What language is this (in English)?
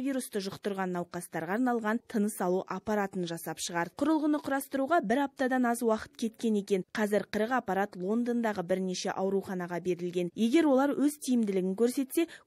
Kazakh